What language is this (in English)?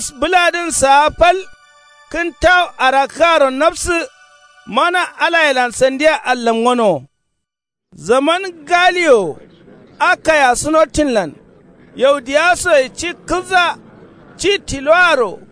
Kanuri